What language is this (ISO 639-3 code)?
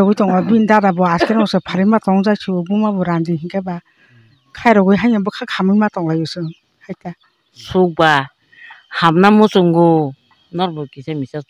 trp